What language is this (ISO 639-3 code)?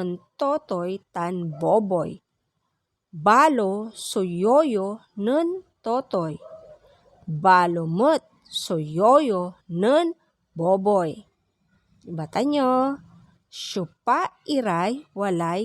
pag